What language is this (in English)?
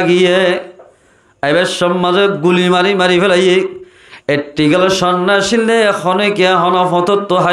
Rohingya